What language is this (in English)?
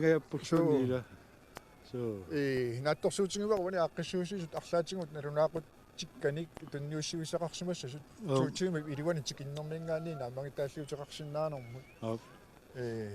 Kalaallisut